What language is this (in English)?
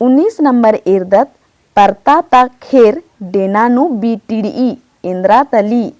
Kurukh